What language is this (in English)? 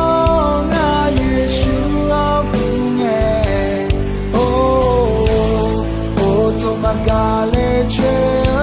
Akha